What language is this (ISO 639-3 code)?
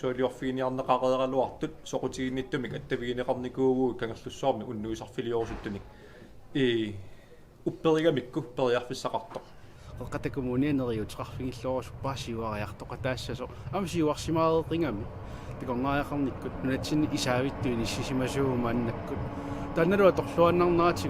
kal